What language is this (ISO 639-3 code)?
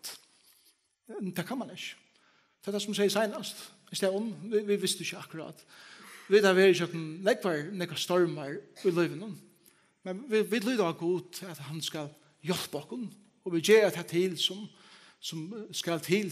fao